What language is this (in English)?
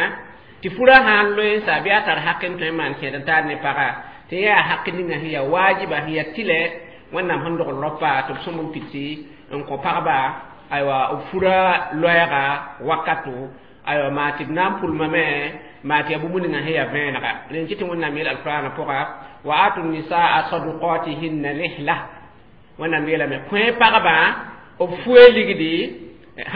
Mossi